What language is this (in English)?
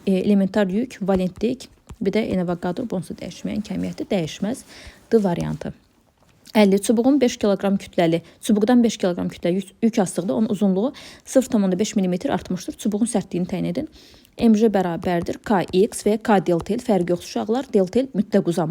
Azerbaijani